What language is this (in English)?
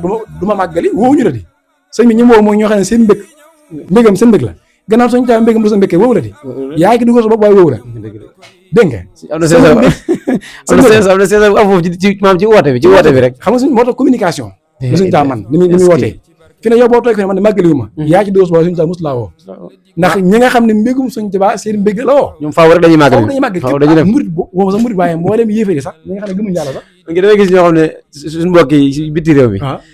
Wolof